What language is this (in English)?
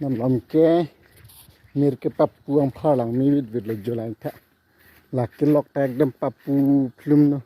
Karbi